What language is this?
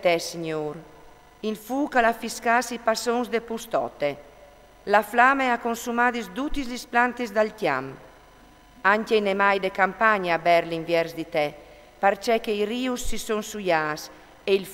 Friulian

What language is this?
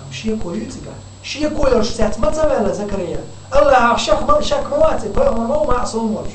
Chechen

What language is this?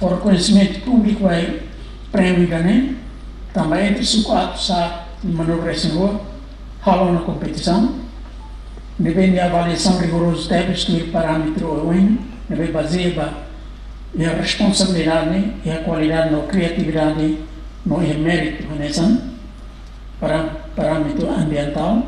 Tetum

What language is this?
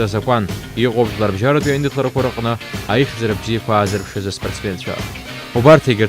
Abkhazian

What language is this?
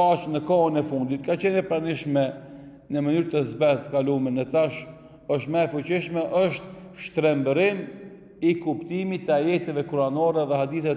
Albanian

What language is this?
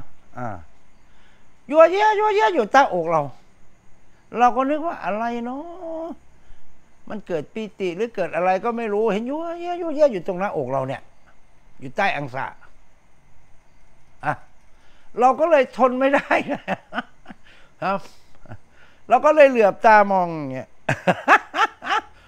Thai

